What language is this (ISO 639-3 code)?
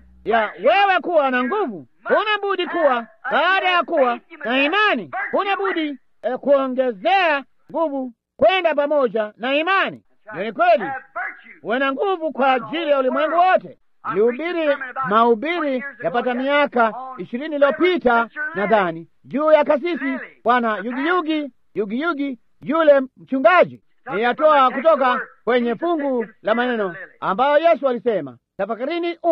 swa